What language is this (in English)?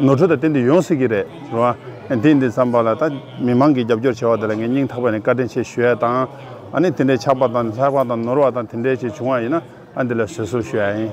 Tibetan